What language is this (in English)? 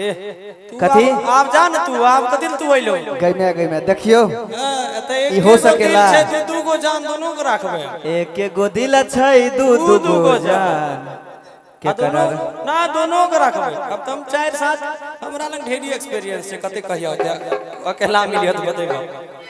Maithili